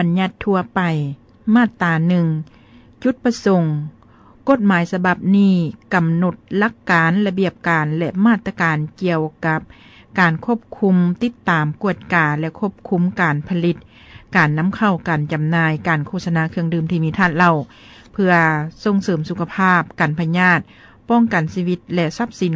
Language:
Lao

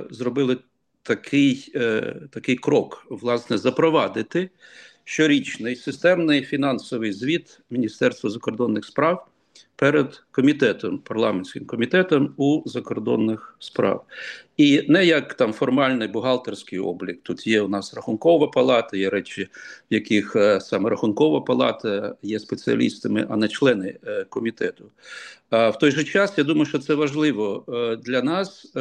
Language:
Ukrainian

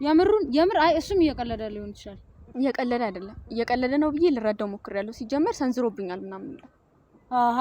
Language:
Amharic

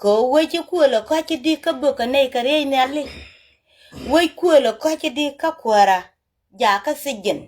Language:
Nuer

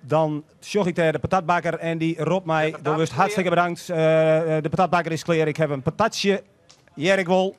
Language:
Western Frisian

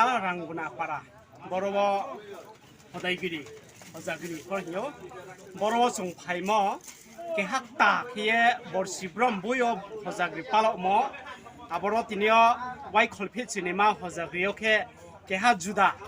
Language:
Riang (India)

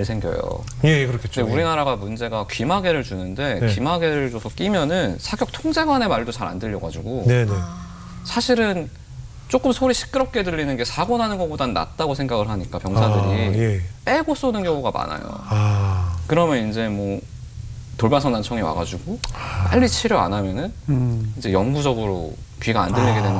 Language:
Korean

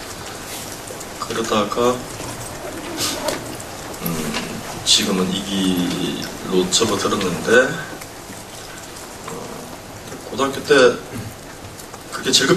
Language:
Korean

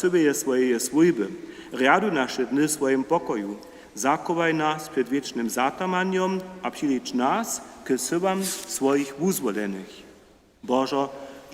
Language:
Upper Sorbian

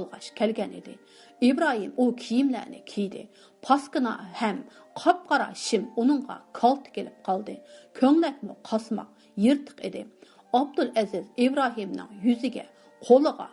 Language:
Uyghur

